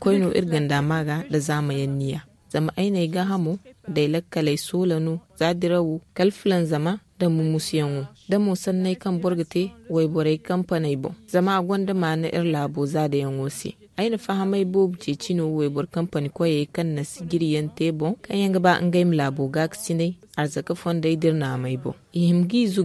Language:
Zarma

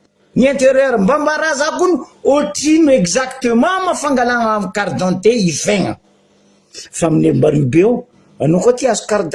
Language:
Malagasy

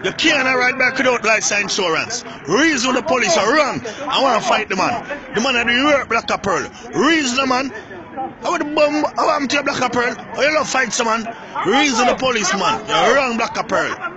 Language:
Jamaican Creole English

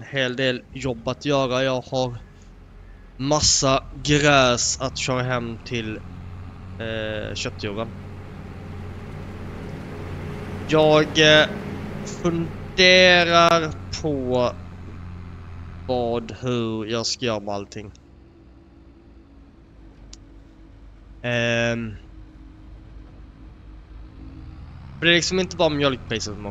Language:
Swedish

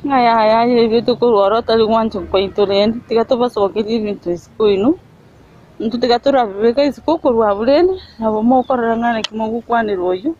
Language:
Gusii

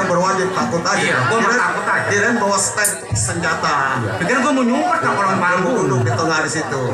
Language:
Betawi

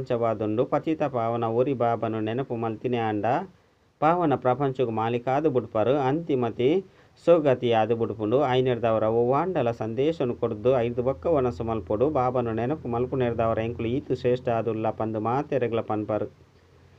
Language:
Tulu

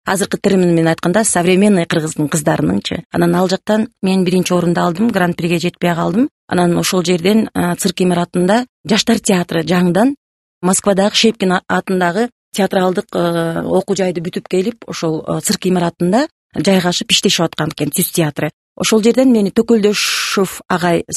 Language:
Kyrgyz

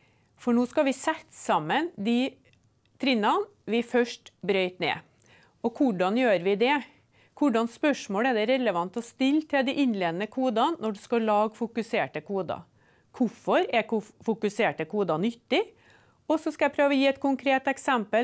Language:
Norwegian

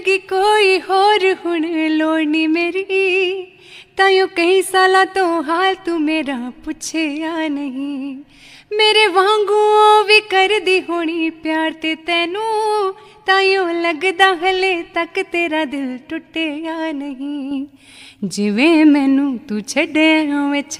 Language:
Punjabi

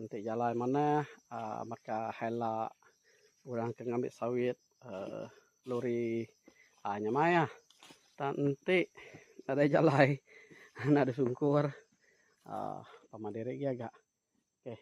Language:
Iban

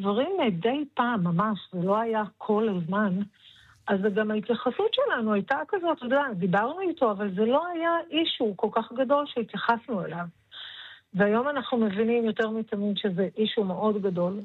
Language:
Hebrew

